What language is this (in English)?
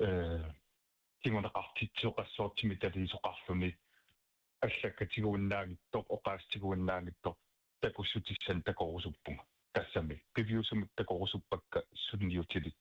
Kalaallisut